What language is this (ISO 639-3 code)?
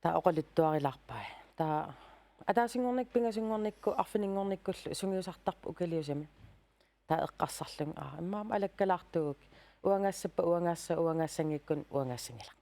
kal